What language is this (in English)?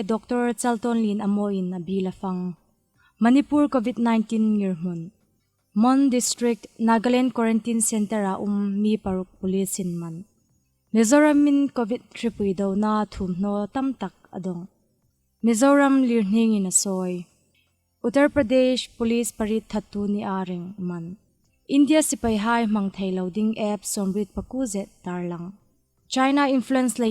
Hmar